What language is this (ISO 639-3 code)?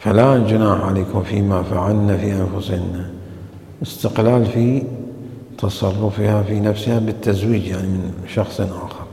acm